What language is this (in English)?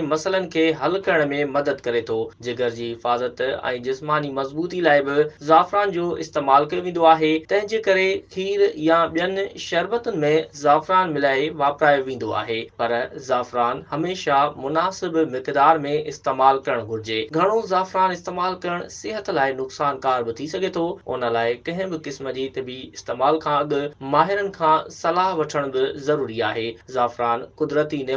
Sindhi